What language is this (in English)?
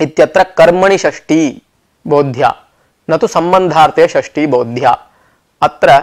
Sanskrit